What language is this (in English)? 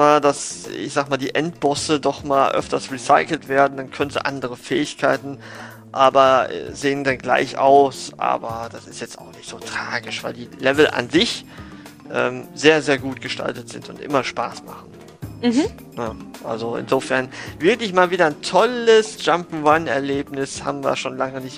German